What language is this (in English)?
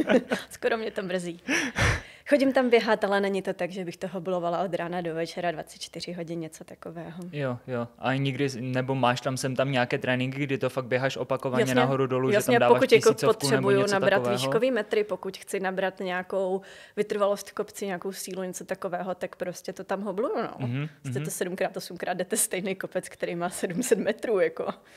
Czech